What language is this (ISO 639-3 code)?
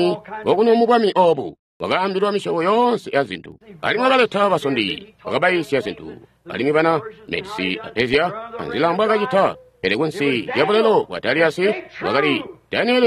toi